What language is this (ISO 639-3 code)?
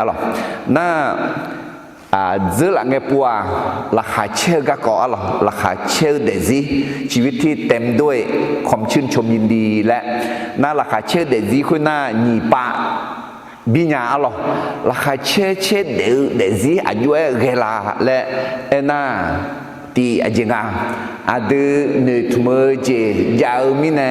ahk